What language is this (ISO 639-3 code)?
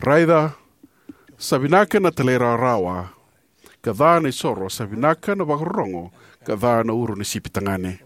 fij